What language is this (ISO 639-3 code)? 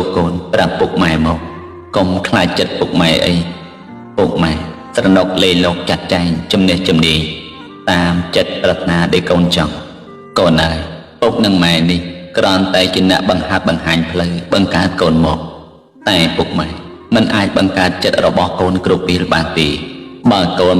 khm